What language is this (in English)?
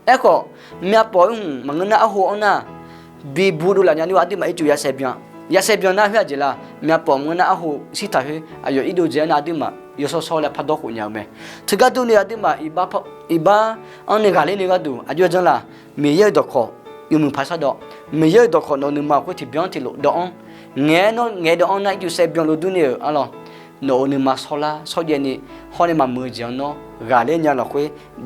Akha